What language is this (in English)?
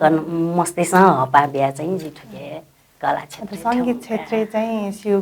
Newari